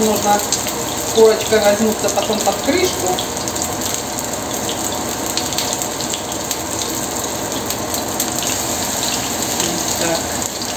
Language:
Russian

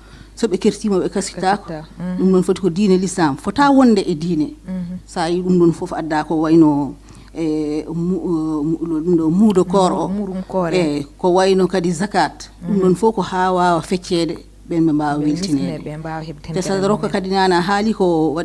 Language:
Fula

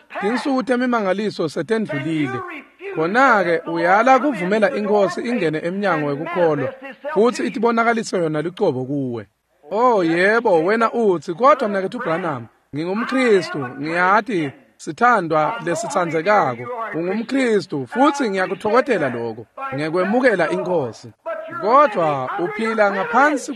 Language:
Swati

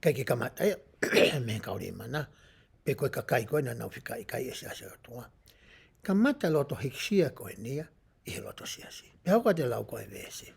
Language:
Tongan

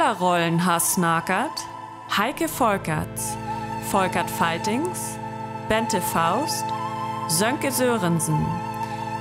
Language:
Northern Frisian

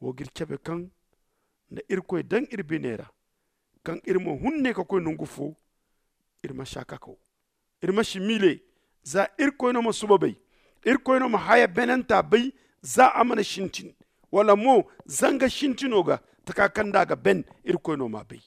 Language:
Zarma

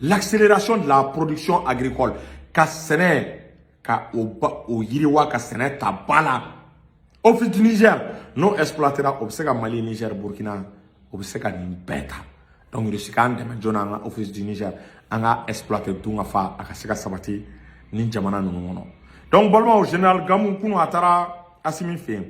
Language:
Bambara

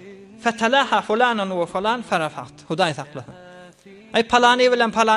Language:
Turkmen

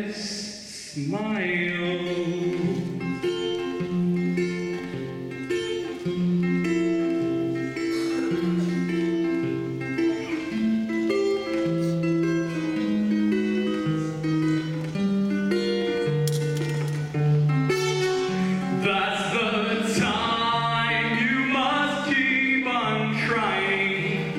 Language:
English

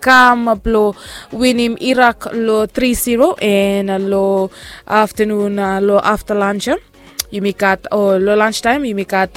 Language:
Bislama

